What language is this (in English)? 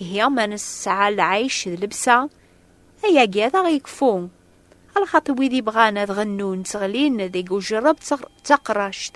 Kabyle